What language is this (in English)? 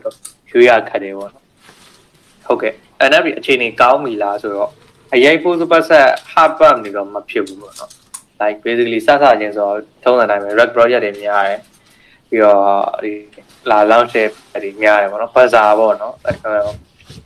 Burmese